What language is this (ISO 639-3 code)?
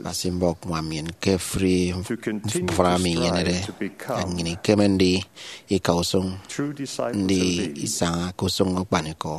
efi